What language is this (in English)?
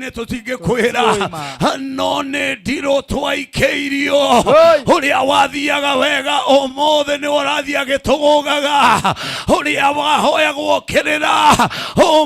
Kikuyu